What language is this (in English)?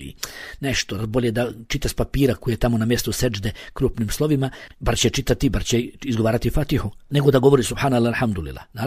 Bosnian